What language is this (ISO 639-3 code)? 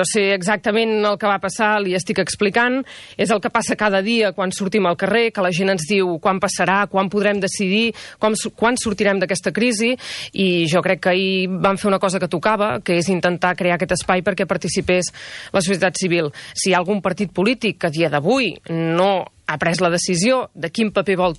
cat